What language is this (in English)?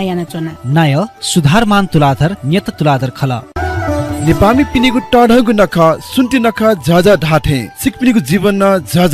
Newari